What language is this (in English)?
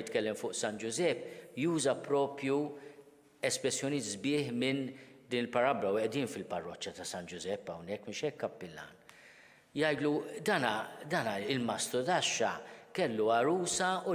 Maltese